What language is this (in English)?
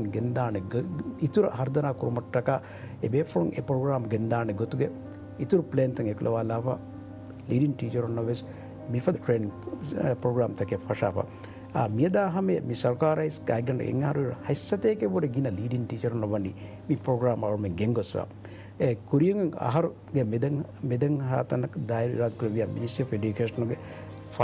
Divehi